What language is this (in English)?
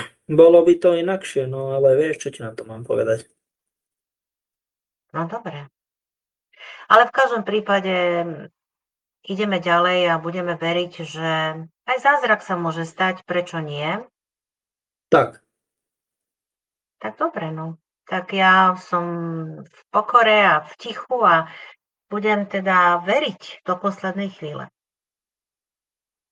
Slovak